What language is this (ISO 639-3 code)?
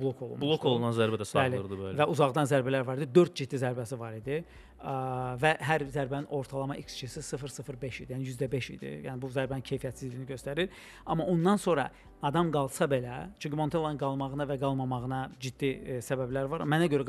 aze